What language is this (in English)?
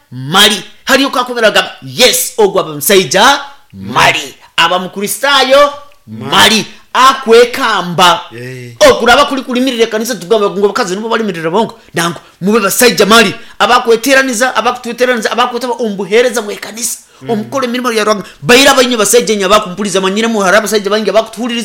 Nyankole